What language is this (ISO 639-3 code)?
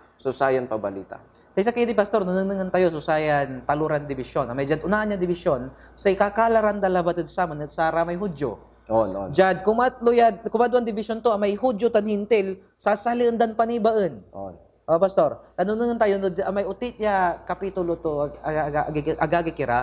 pag